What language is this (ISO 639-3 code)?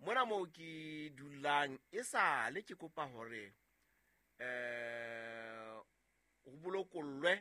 sot